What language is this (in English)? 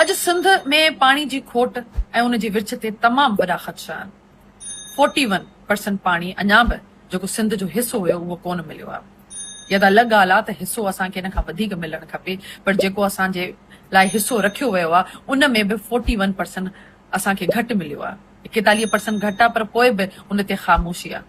Sindhi